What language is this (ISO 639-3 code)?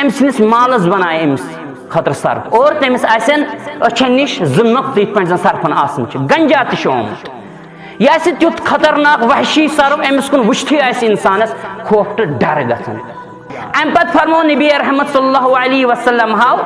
kas